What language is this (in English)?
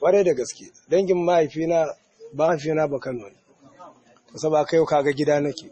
Hausa